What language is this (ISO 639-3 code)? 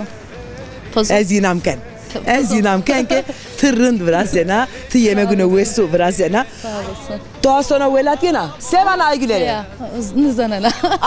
zza